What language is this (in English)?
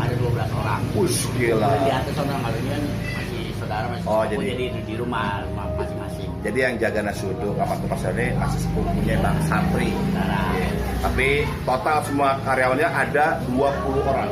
Betawi